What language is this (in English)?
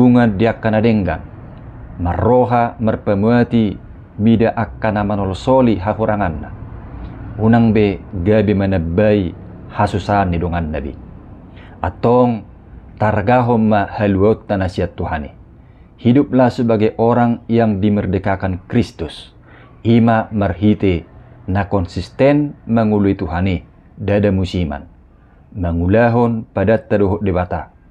Batak Toba